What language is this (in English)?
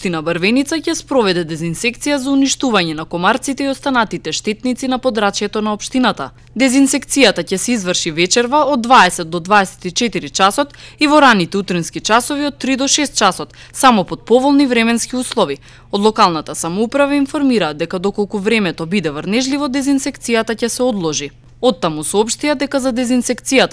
Macedonian